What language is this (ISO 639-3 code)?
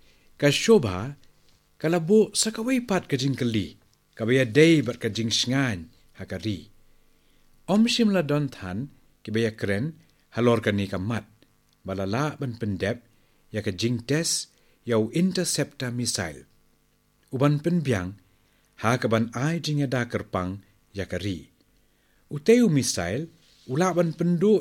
kha